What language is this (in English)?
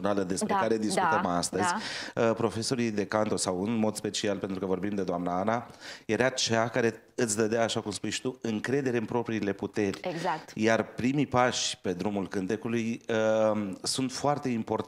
Romanian